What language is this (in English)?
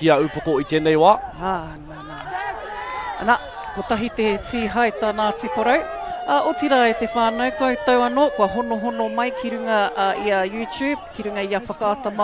Māori